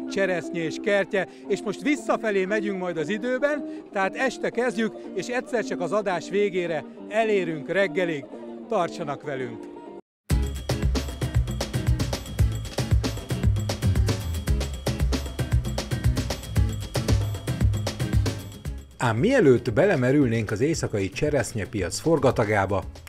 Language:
Hungarian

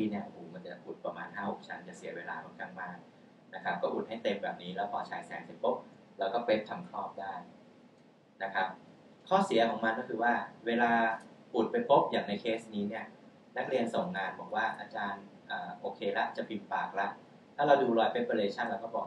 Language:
Thai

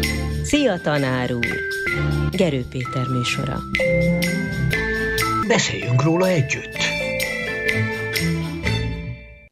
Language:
Hungarian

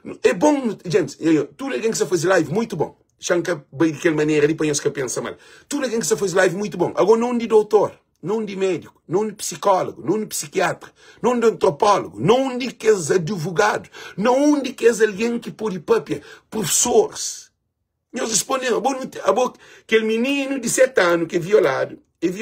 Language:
Kabuverdianu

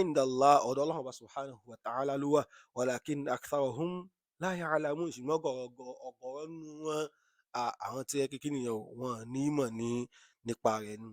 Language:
Yoruba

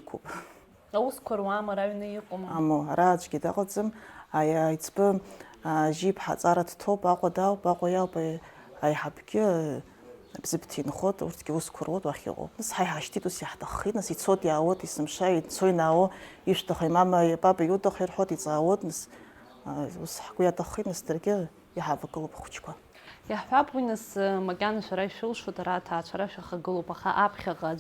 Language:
Abkhazian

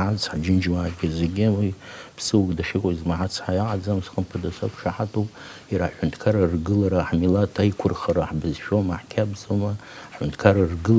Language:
Abkhazian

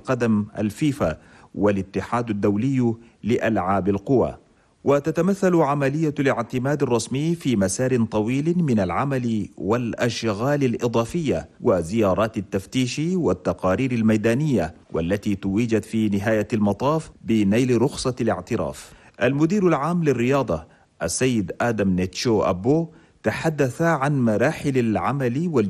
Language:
Chadian Arabic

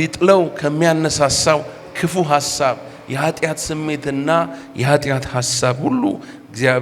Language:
Amharic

